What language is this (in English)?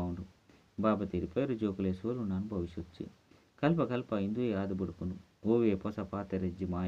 Tulu